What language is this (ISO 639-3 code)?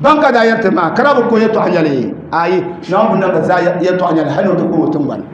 dag